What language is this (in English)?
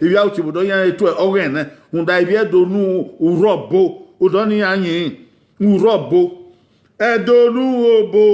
Bini